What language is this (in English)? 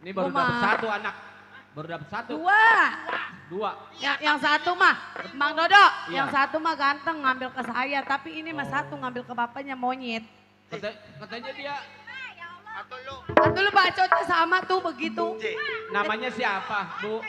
Betawi